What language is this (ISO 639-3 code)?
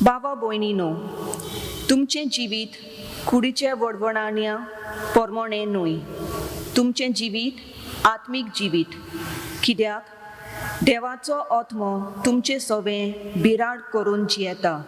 kok